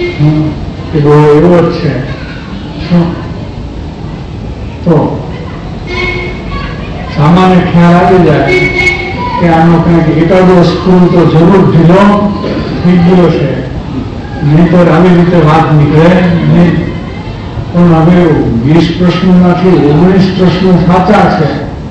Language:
Gujarati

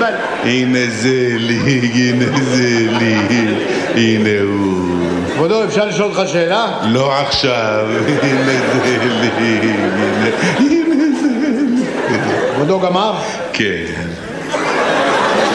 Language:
Hebrew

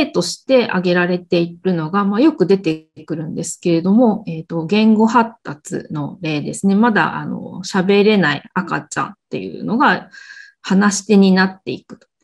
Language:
Japanese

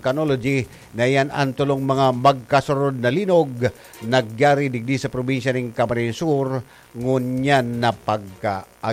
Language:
Bikol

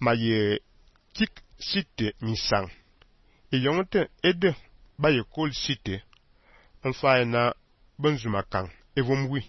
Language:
Fang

